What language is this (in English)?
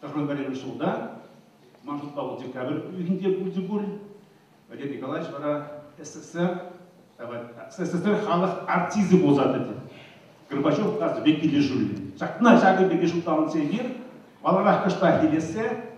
Chuvash